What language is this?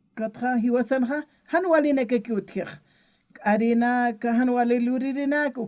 Aymara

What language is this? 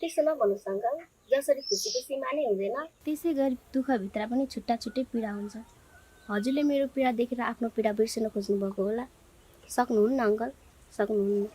Nepali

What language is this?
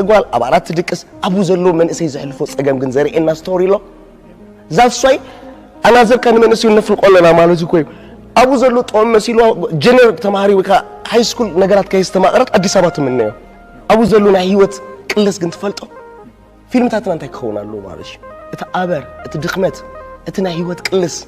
Tigrinya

